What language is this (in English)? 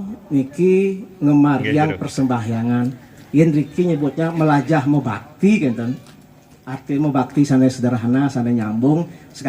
Balinese